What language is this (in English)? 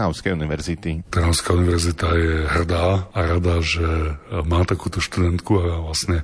Slovak